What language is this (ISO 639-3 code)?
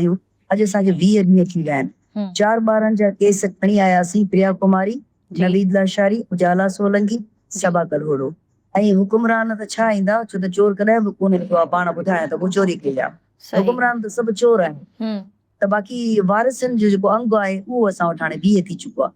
snd